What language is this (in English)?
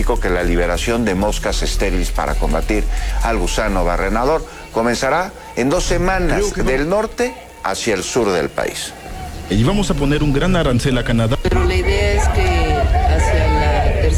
Spanish